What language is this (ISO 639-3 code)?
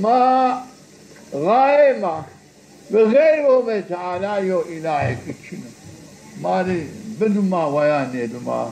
zza